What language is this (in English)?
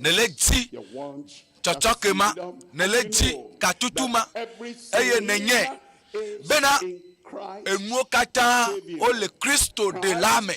Ewe